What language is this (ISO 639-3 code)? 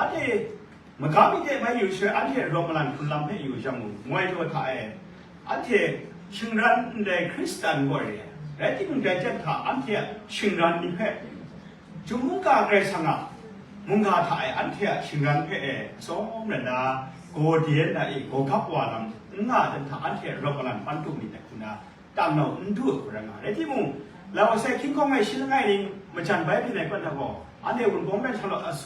kac